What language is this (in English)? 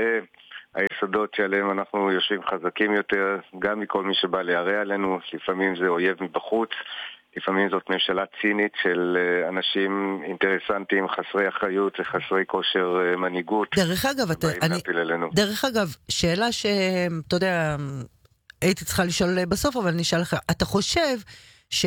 Hebrew